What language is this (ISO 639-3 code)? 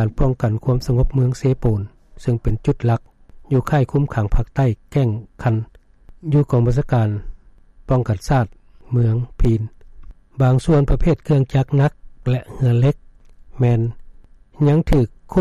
lao